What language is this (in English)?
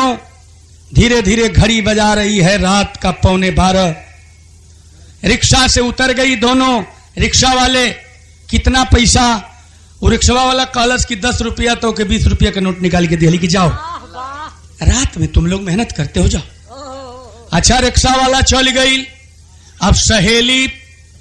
Bhojpuri